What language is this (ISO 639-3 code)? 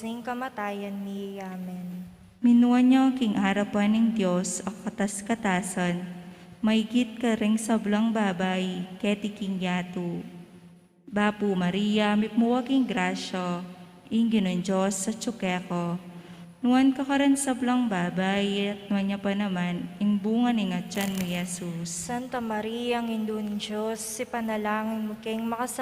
pam